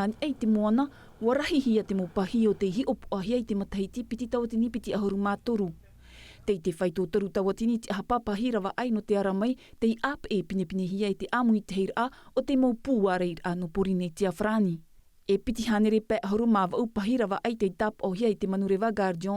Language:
Tahitian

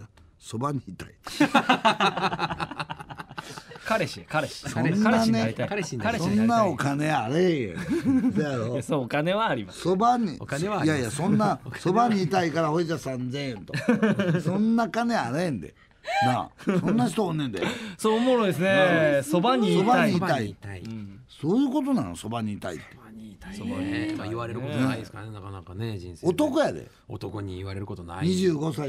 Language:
Japanese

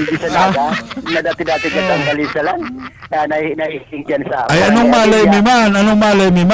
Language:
Bikol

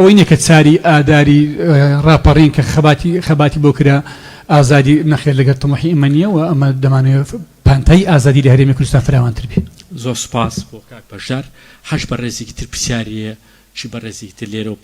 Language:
Central Kurdish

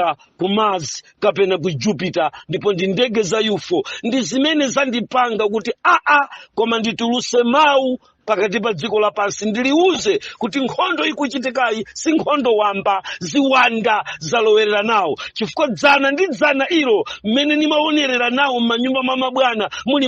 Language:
Nyanja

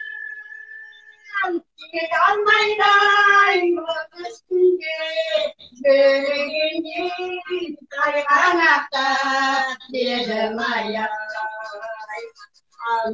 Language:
Kazakh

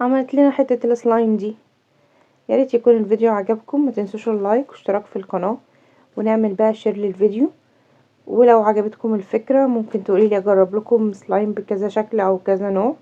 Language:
Egyptian Arabic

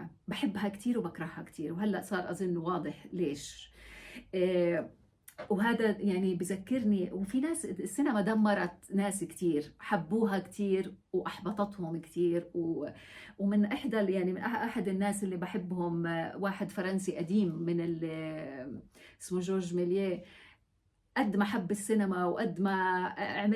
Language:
North Levantine Arabic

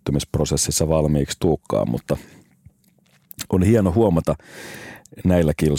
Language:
Finnish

